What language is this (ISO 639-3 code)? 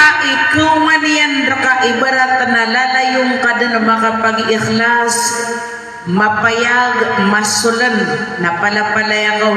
mrw